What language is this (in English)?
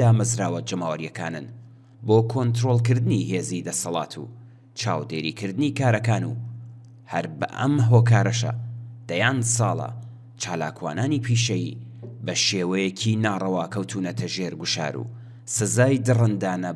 Central Kurdish